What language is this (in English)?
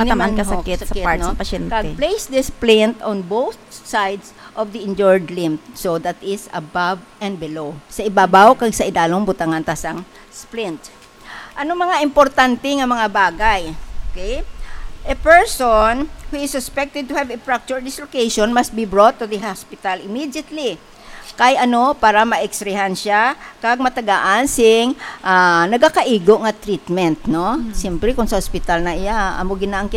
Hiligaynon